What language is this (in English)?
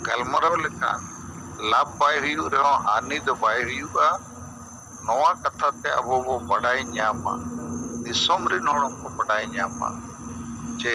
Santali